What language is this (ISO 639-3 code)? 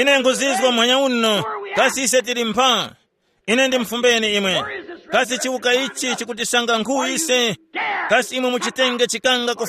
tum